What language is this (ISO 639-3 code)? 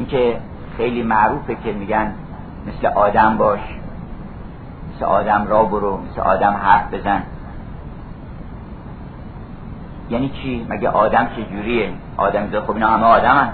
fas